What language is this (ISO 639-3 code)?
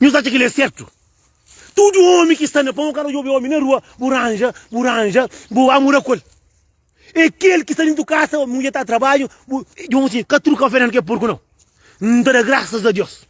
kea